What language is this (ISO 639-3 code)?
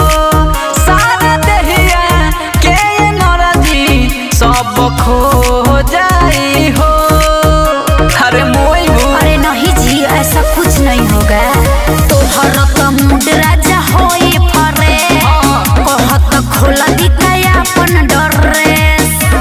bho